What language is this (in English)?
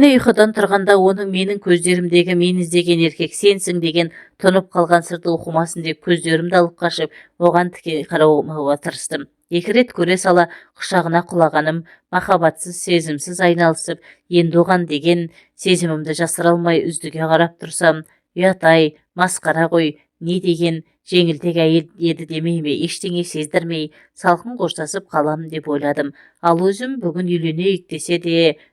Kazakh